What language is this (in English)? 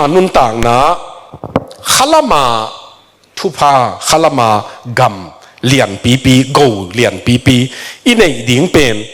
Tedim Chin